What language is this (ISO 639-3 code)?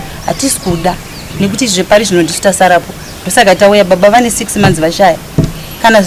sna